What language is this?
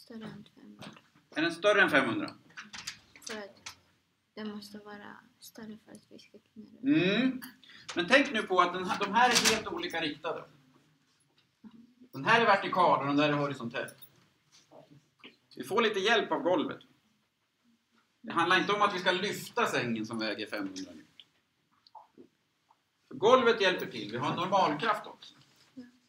Swedish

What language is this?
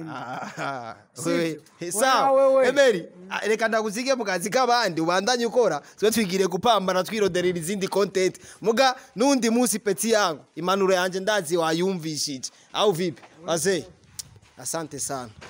Rundi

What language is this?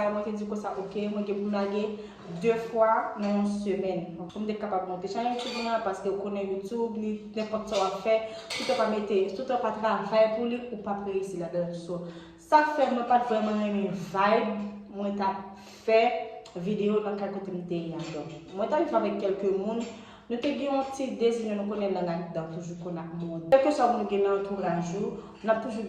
Haitian Creole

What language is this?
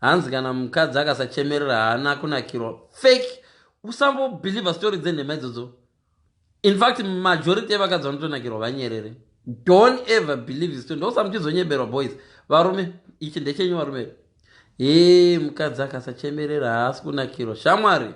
Shona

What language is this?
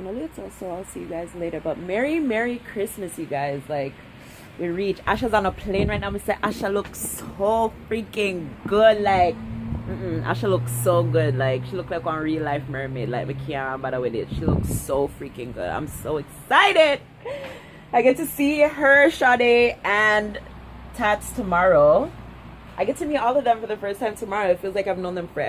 Jamaican Creole English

